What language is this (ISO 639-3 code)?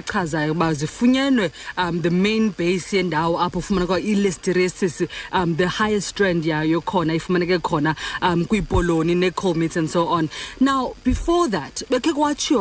xho